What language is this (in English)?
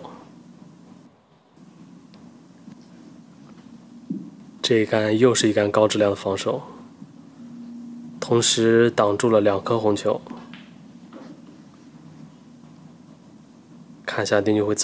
Chinese